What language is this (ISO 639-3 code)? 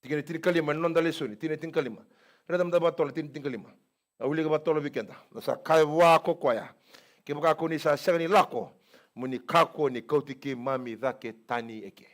fij